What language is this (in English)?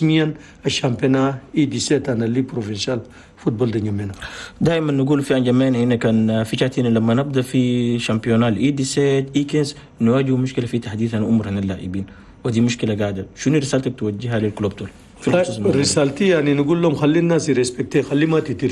Chadian Arabic